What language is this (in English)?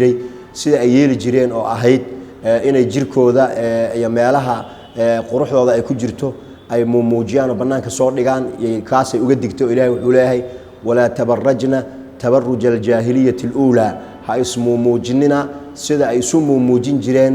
Somali